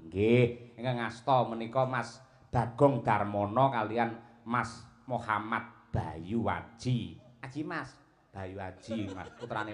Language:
Javanese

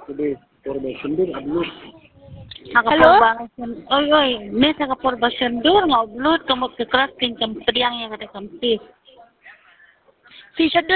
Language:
Khasi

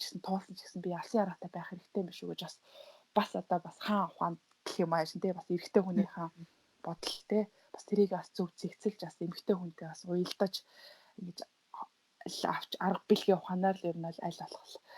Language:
Mongolian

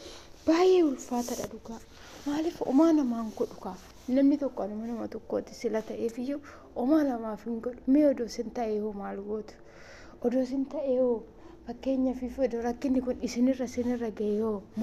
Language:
Oromo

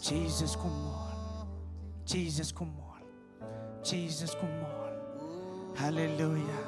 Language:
Marshallese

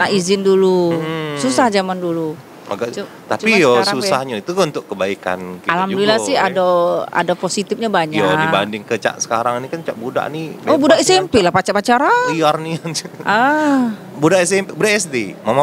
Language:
Musi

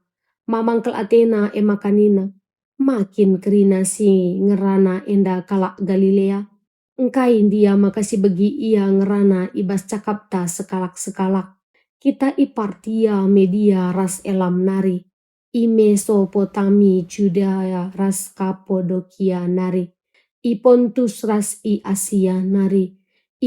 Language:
Batak Karo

